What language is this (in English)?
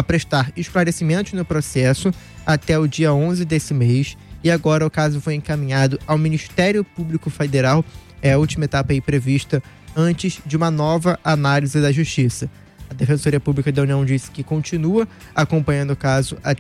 Portuguese